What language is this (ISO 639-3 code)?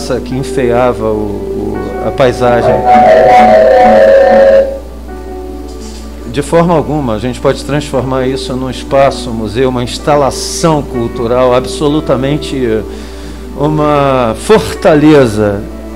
por